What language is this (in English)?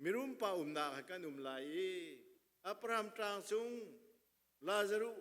Hakha Chin